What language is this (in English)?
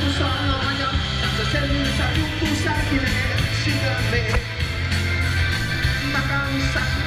Finnish